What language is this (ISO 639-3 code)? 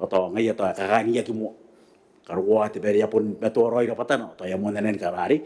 gil